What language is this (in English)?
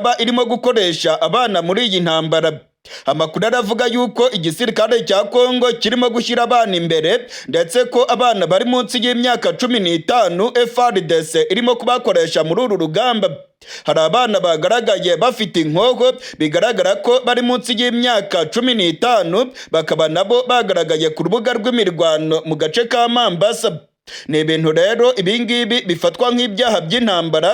Rundi